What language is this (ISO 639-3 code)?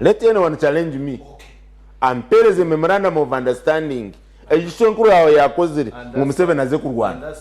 nyn